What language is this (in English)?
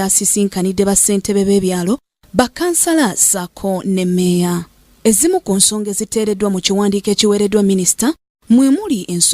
Ganda